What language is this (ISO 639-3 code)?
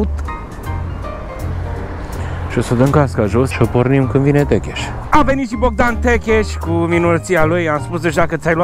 ron